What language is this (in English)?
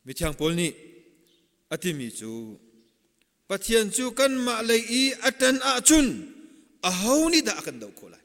Hakha Chin